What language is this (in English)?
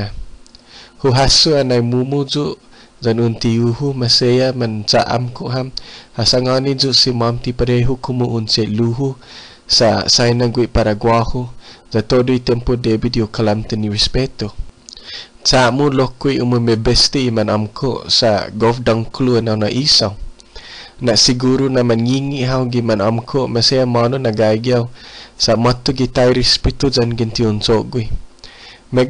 Chamorro